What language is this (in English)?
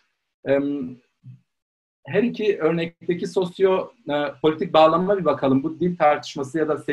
Turkish